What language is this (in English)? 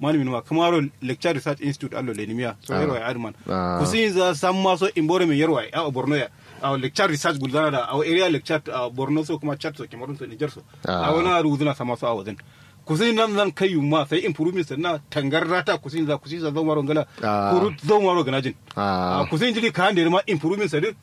Kanuri